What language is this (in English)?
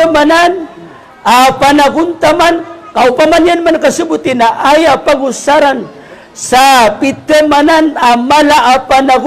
Maranao